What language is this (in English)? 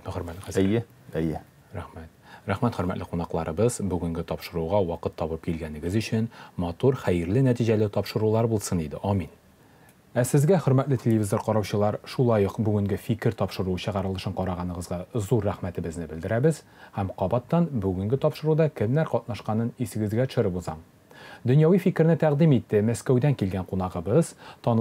Tatar